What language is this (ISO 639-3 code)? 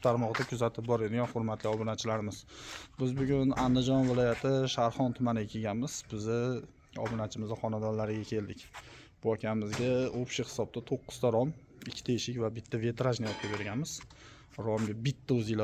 uzb